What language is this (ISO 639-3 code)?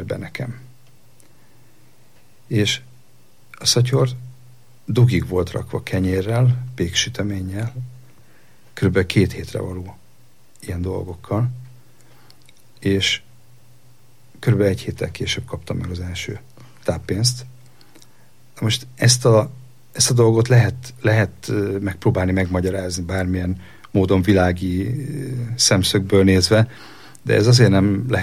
hun